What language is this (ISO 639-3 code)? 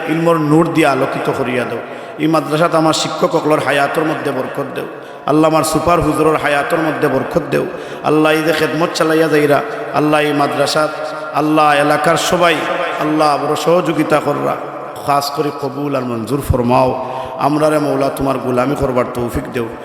syl